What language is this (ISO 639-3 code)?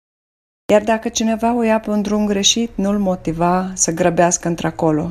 ron